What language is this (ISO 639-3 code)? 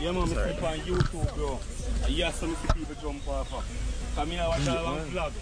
jam